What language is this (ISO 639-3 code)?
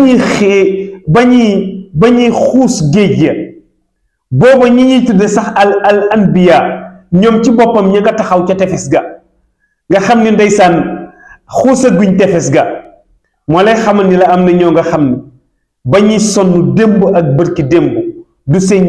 wol